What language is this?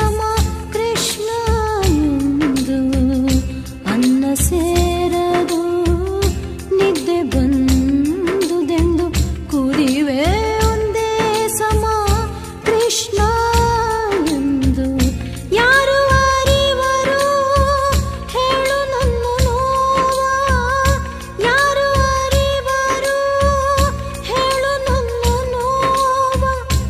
Kannada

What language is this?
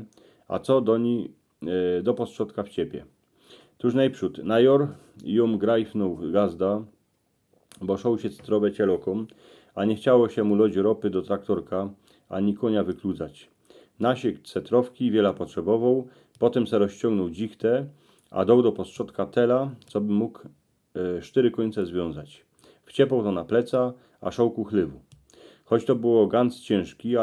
Silesian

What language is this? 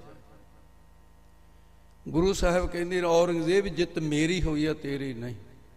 Punjabi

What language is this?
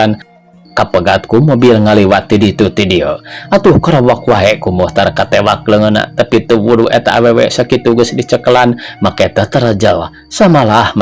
Sundanese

